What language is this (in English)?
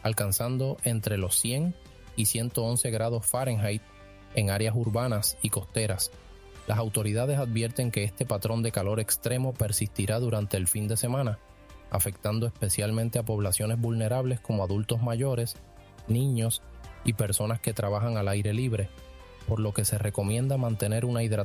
Spanish